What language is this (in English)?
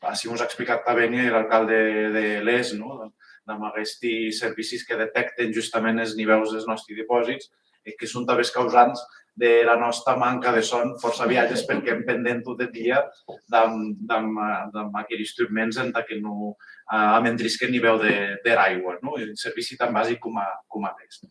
Occitan